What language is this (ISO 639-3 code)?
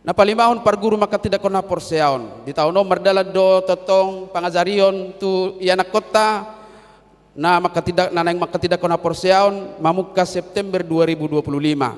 bbc